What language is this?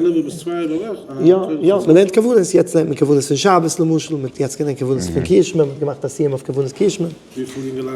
Yiddish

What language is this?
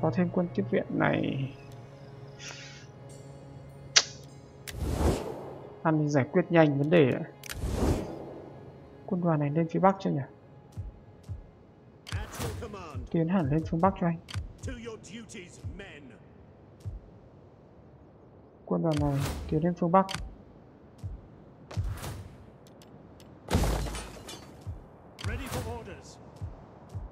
Vietnamese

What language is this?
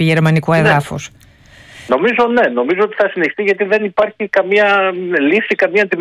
Greek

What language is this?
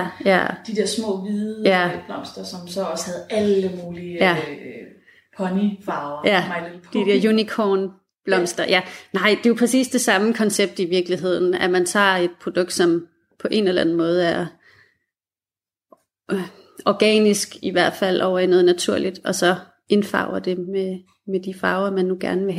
Danish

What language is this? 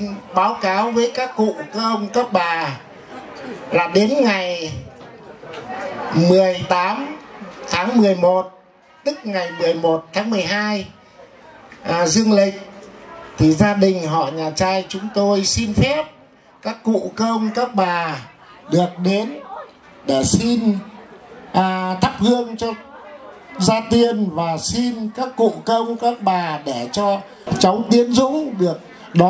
Vietnamese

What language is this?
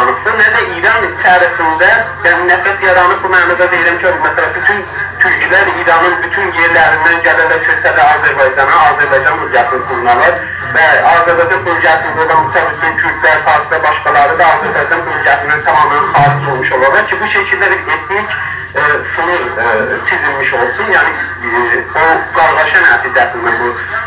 South Azerbaijani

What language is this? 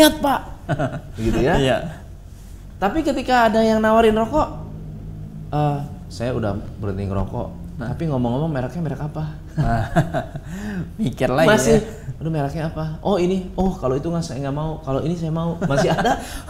Indonesian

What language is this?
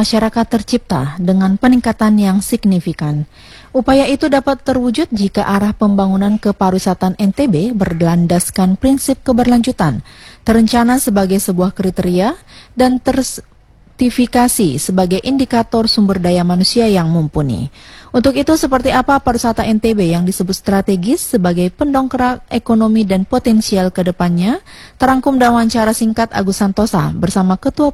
Indonesian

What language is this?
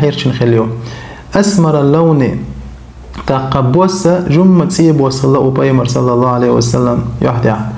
Chechen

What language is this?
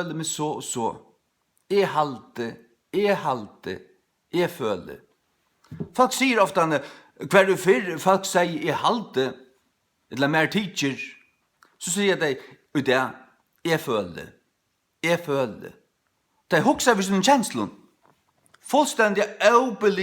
Faroese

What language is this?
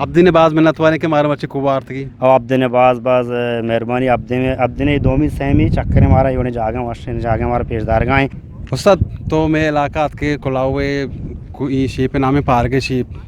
Eastern Balochi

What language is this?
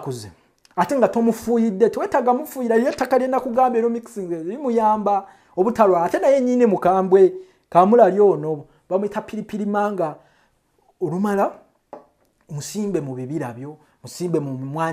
Ganda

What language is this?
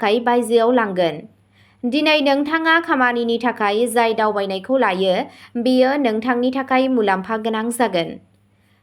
Bodo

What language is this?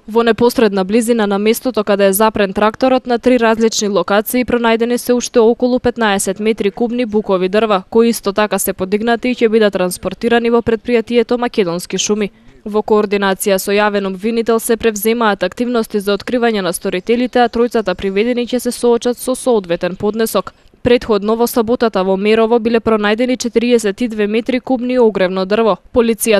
Macedonian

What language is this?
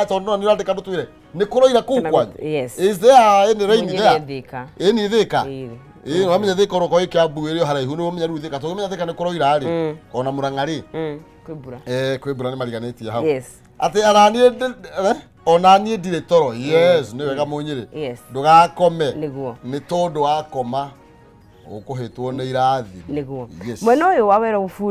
Kikuyu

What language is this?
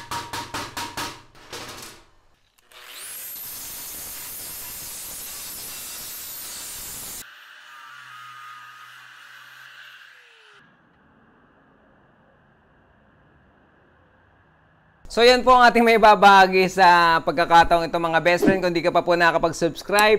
Filipino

